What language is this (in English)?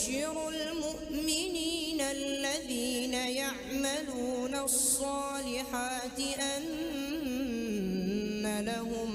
Divehi